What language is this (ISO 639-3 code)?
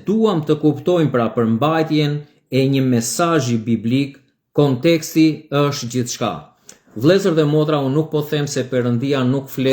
sqi